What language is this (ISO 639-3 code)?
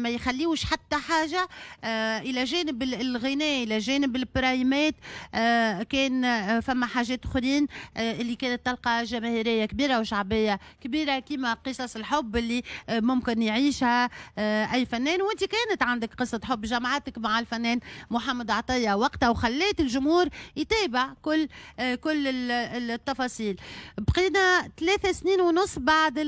aeb